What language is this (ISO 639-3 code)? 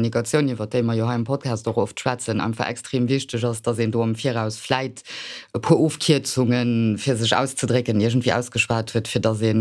ltz